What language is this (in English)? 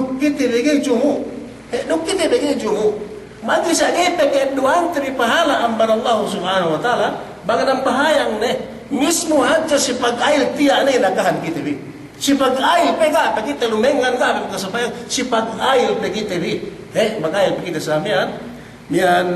Yakan